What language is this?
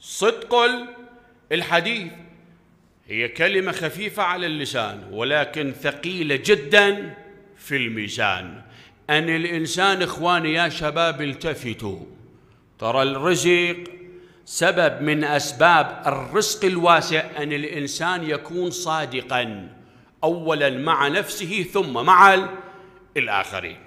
Mesopotamian Arabic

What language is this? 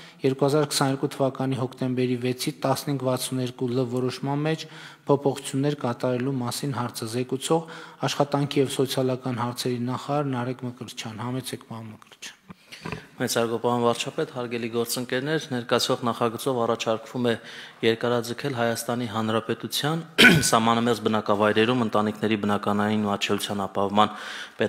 Armenian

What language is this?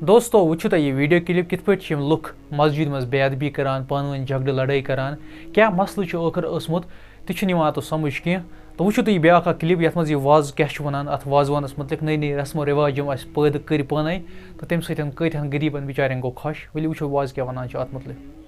Kashmiri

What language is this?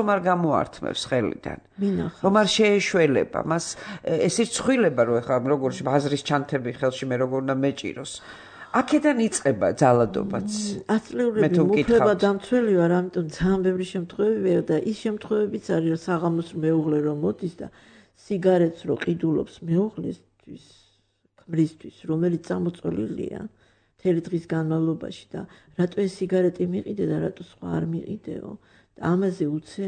Georgian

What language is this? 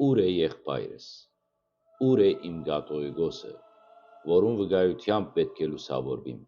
Western Armenian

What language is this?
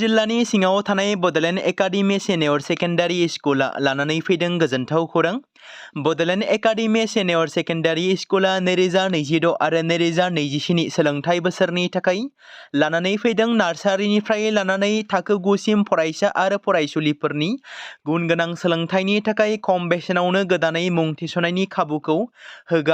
Bodo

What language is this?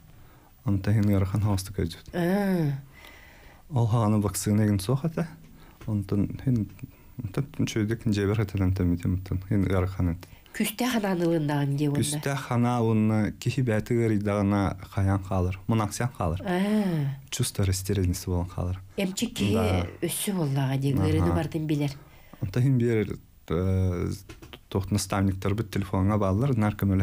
Yakut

